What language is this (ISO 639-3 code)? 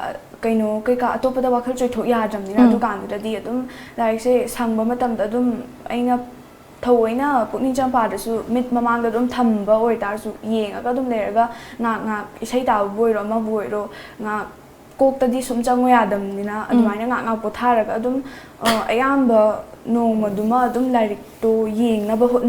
mni